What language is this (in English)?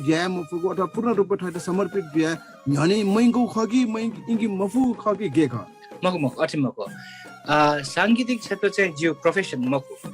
Newari